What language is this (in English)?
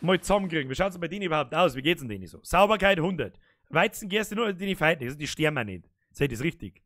Bavarian